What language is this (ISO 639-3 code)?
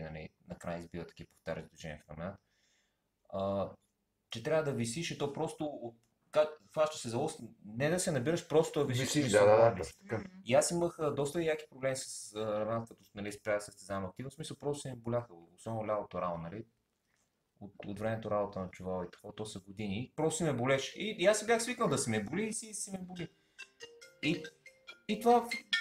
bul